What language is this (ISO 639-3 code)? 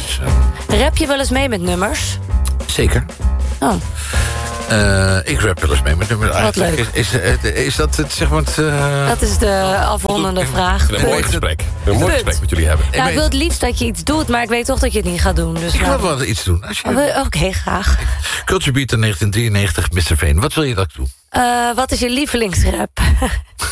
nld